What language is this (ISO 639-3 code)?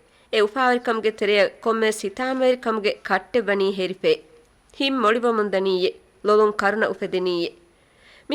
div